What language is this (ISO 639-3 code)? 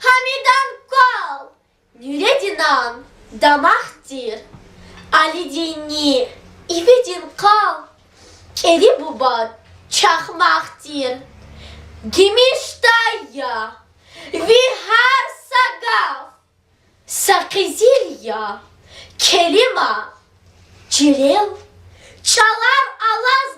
lez